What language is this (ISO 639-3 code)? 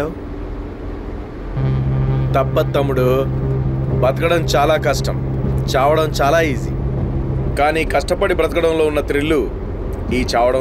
tel